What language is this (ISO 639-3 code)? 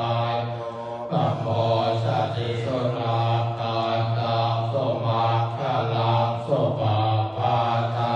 pli